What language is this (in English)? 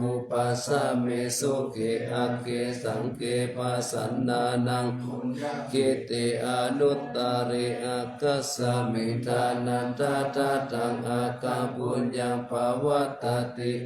Pali